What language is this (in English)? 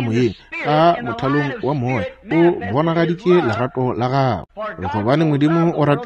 Northern Sotho